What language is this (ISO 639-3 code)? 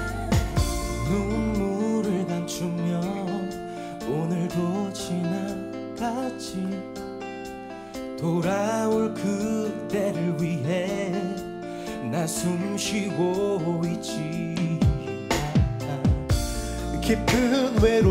kor